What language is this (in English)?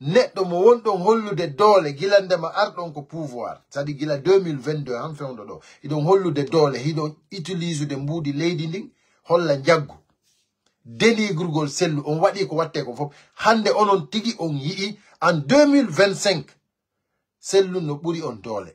Pular